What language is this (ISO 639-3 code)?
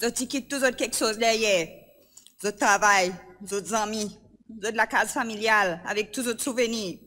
crs